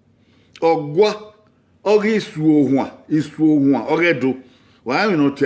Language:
Bini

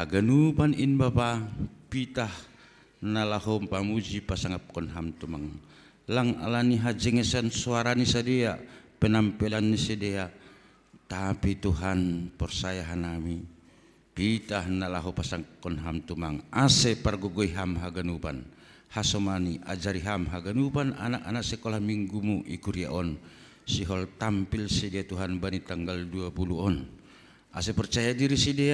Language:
Batak Simalungun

